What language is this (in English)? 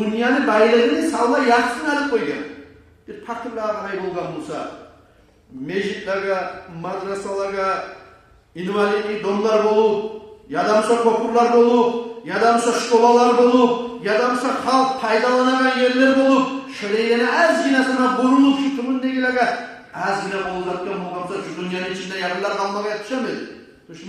Kumyk